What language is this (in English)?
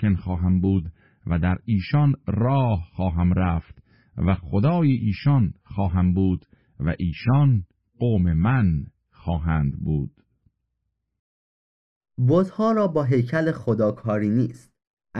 Persian